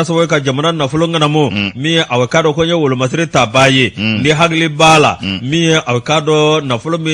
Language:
Bambara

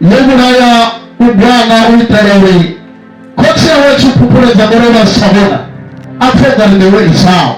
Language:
Venda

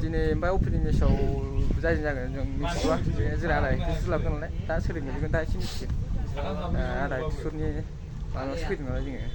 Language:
Bodo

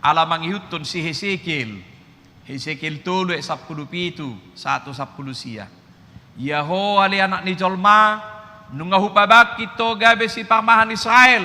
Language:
Batak Toba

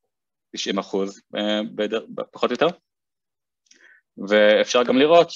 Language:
Hebrew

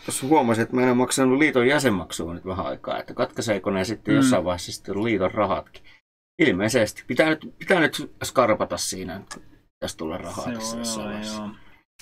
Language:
Finnish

